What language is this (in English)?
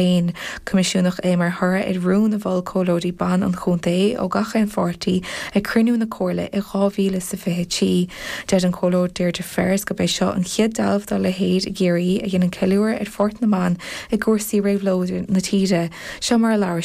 Irish